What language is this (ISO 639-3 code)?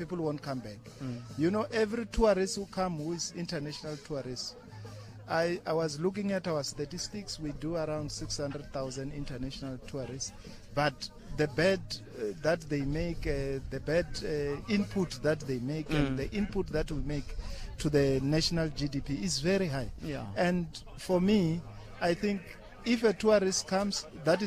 tso